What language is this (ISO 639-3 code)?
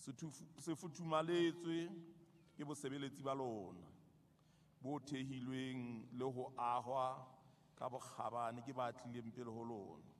sot